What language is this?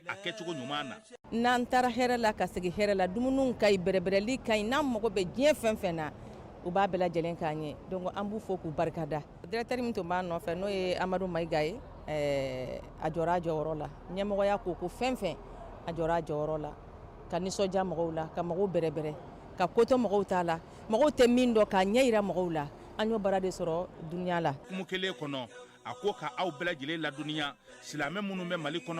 Bambara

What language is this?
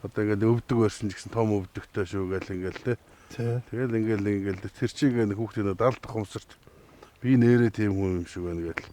Mongolian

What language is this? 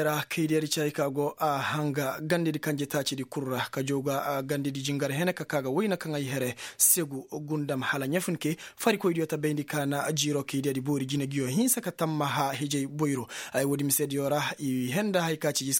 Koyraboro Senni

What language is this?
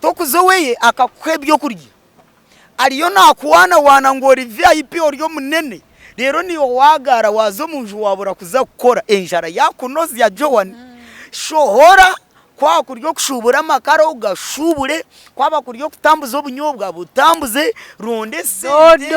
Nyankole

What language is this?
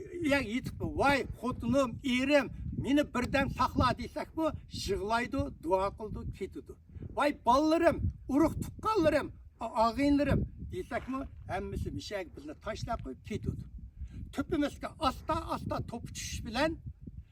Uyghur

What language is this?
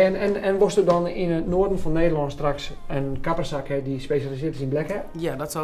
Western Frisian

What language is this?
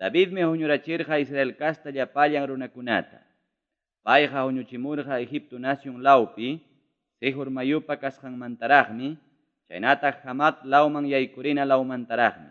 Ayacucho Quechua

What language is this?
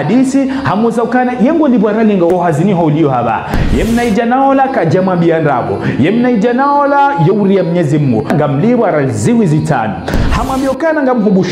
Ngazidja Comorian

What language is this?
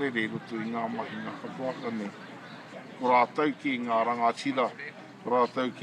Māori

